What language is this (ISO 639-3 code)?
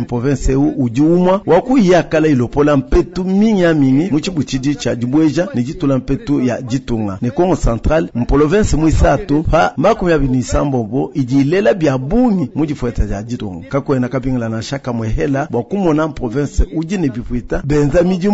lua